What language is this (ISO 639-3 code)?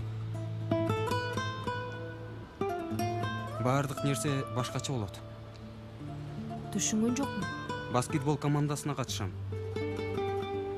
kir